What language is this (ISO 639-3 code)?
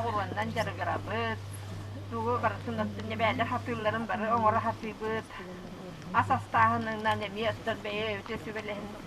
sah